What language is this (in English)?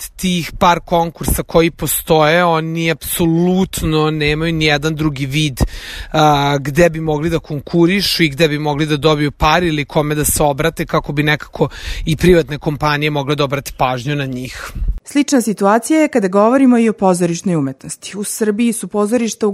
Serbian